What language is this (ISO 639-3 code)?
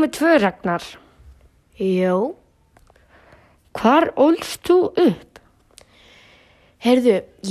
isl